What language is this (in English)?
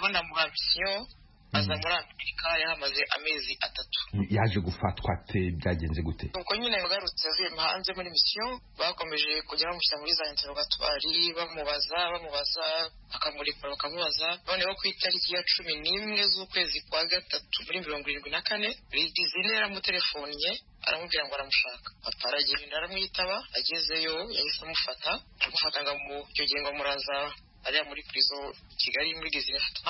Kinyarwanda